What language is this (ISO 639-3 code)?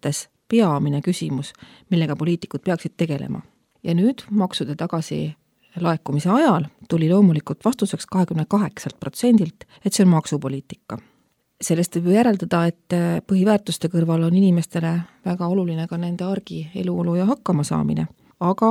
est